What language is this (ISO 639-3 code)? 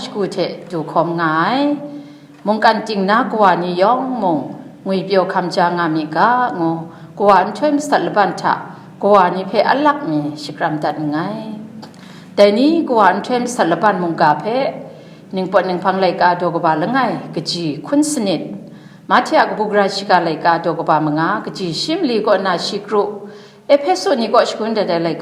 kac